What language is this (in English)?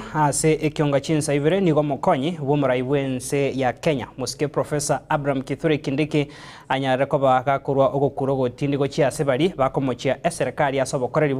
Gusii